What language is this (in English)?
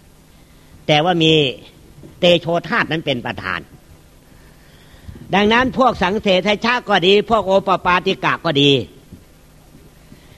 Thai